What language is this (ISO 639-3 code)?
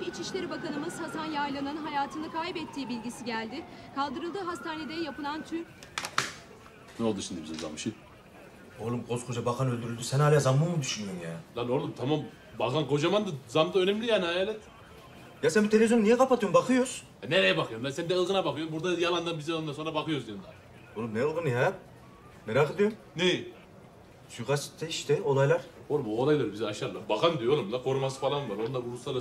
tur